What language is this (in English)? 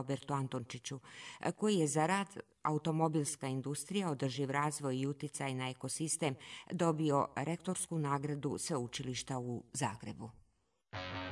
Croatian